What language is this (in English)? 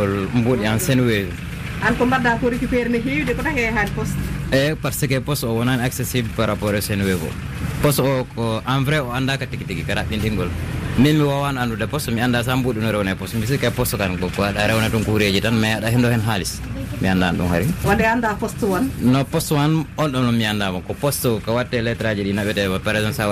Fula